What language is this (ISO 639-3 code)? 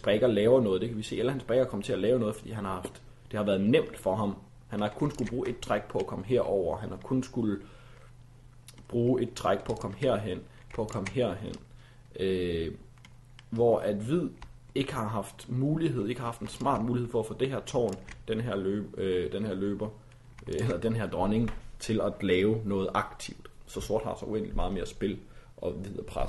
dan